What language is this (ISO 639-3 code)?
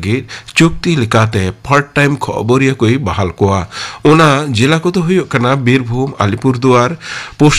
sat